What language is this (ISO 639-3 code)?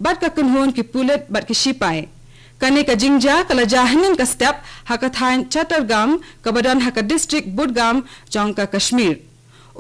kha